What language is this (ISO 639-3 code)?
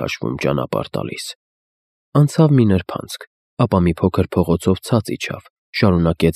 hye